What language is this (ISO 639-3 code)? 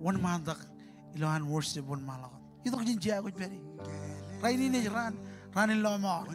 mah